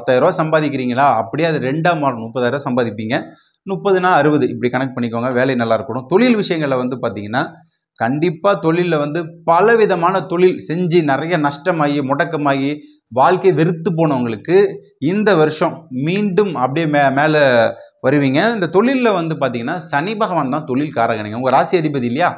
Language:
Tamil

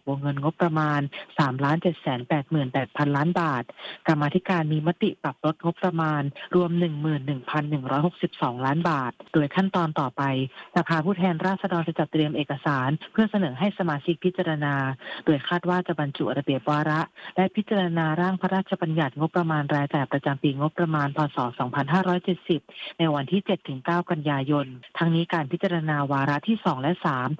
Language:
Thai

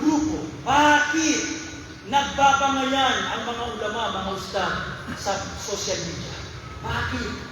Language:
Maranao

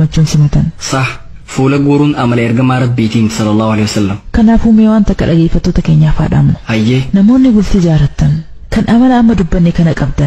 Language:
Oromo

